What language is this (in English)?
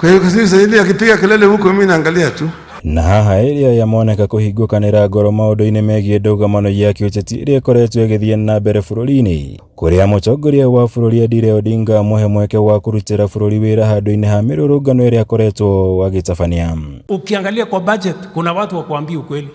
Kikuyu